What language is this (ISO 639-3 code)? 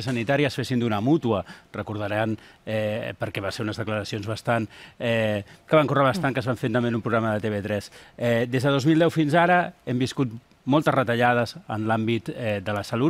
cat